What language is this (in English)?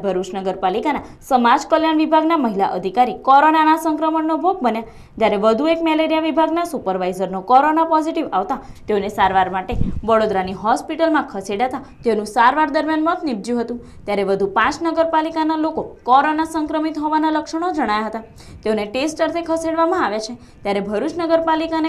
Gujarati